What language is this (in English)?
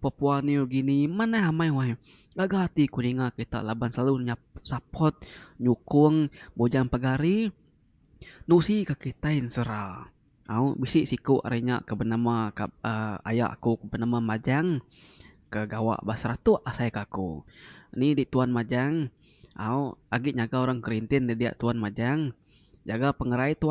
Iban